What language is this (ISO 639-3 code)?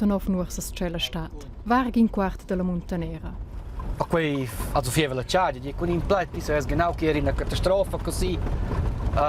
roh